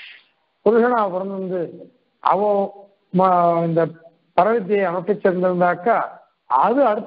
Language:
Tamil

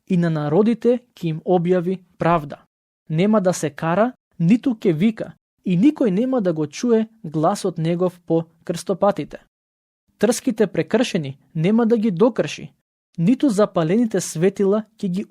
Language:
Macedonian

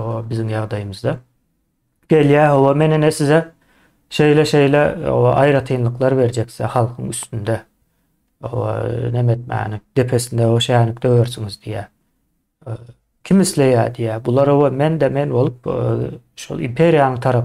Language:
Turkmen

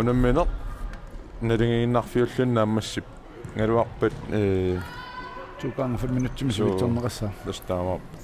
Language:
Kalaallisut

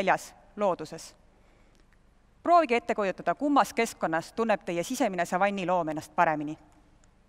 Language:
Estonian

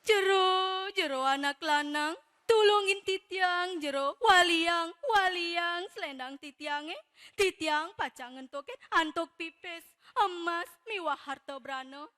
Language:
Balinese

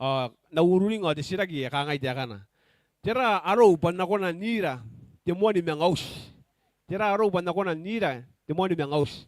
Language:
Gilbertese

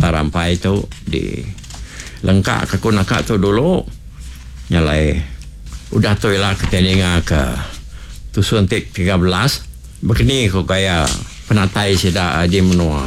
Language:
Iban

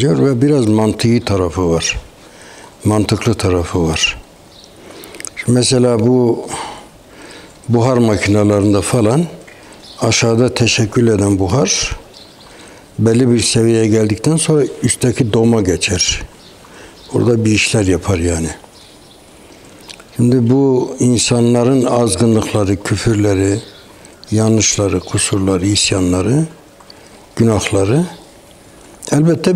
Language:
Turkish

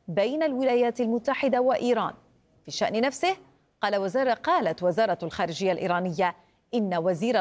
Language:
Arabic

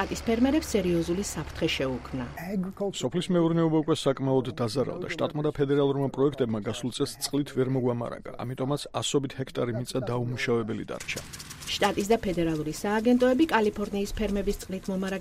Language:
Georgian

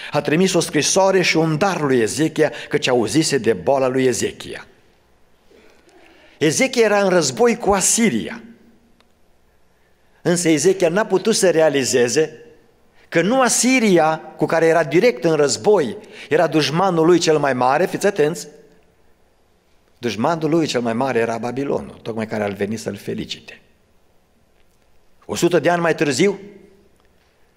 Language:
Romanian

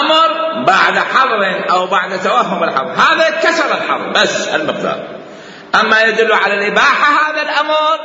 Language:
Mesopotamian Arabic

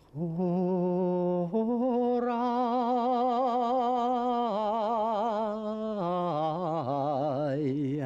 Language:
Bashkir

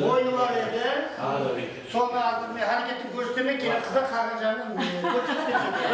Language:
Kara-Kalpak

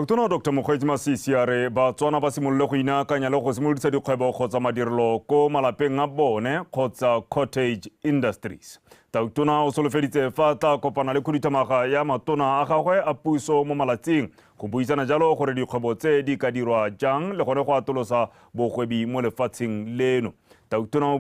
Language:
Tswana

